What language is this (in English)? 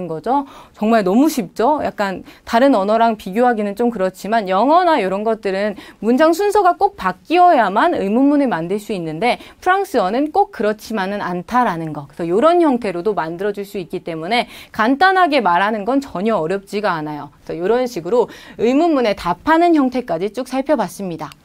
Korean